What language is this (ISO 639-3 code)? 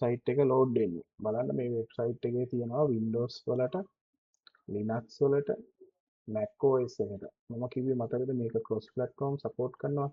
sin